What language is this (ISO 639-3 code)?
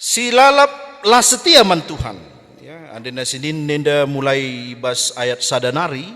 btx